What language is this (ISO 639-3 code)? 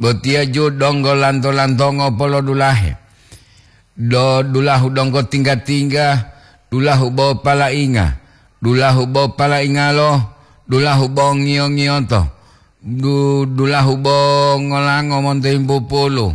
gor